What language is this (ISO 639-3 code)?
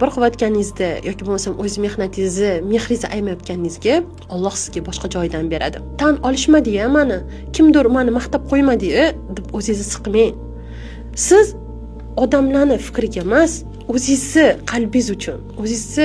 uzb